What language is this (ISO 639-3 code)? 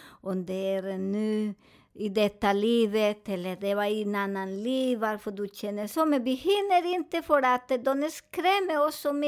swe